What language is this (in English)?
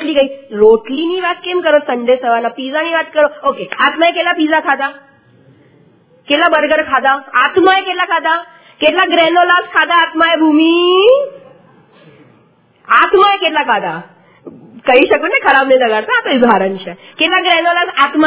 Gujarati